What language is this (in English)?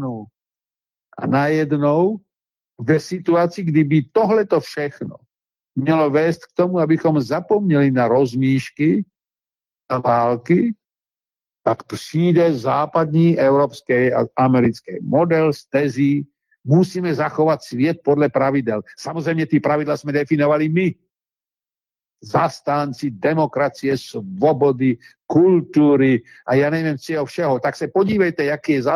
Czech